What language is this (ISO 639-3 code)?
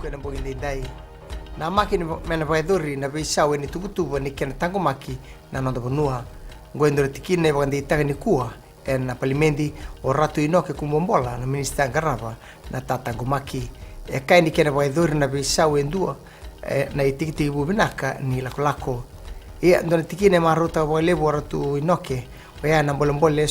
fij